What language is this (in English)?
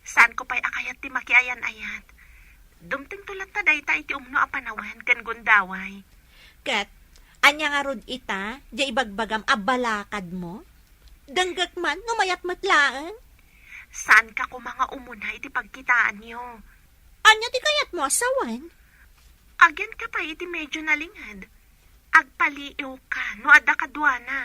Iloko